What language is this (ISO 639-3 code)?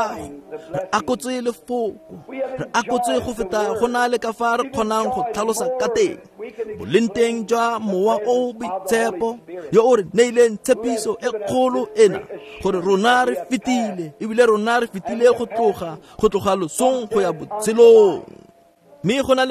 tsn